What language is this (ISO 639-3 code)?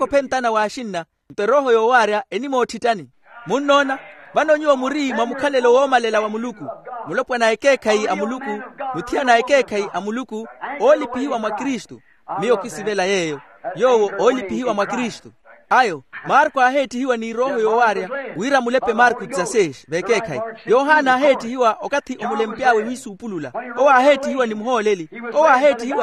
vmw